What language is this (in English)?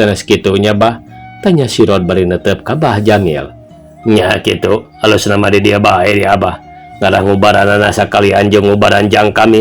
Sundanese